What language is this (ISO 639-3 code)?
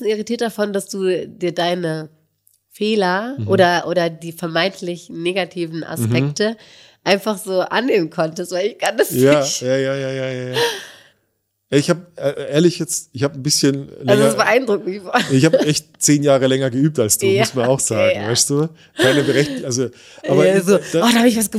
deu